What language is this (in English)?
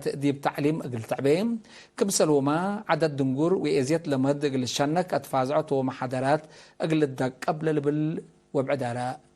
Tigre